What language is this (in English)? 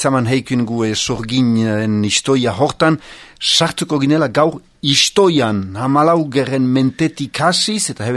Basque